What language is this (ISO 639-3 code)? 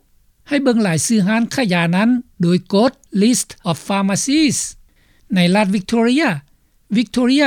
lao